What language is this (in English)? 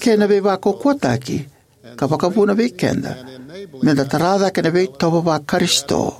Fijian